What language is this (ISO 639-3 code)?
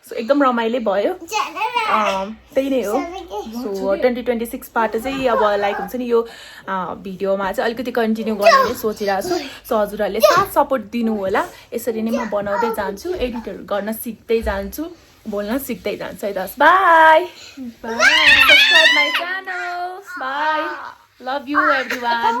nep